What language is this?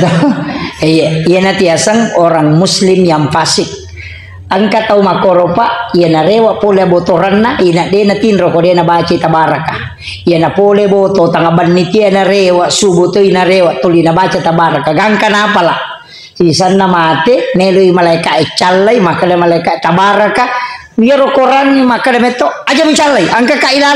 Buginese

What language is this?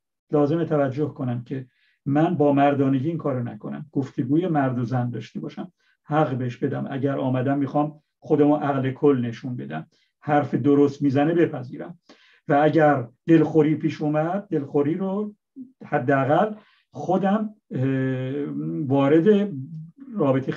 Persian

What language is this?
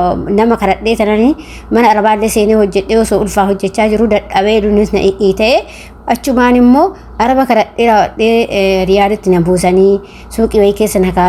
Oromo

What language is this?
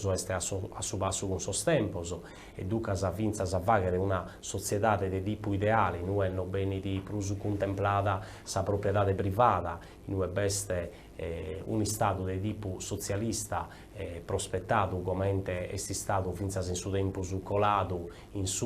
Sardinian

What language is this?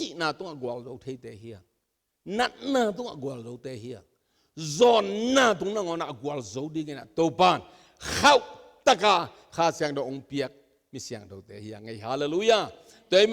Tedim Chin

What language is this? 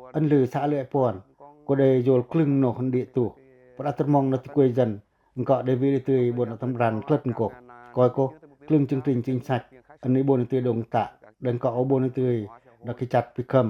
Pacoh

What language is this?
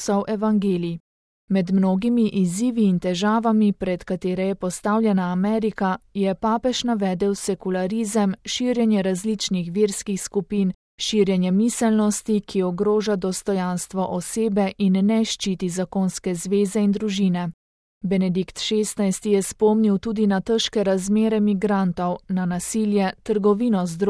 Slovenian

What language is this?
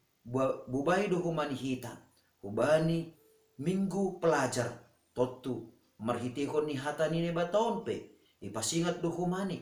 Batak Simalungun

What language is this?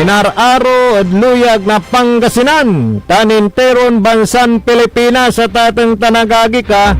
Pangasinan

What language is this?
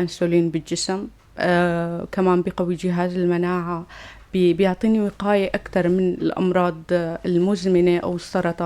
North Levantine Arabic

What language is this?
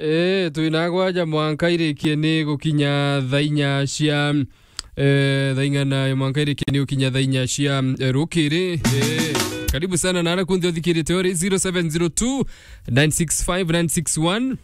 Meru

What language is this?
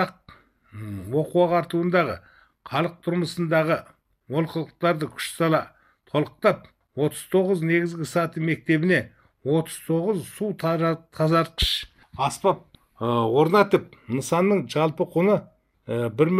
Kazakh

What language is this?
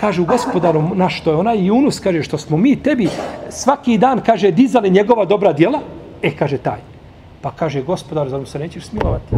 Serbian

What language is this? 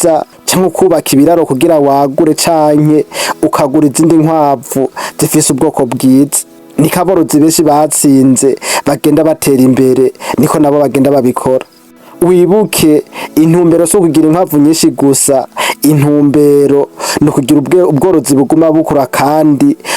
Rundi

